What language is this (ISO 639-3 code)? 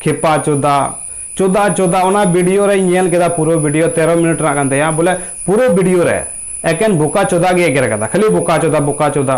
sat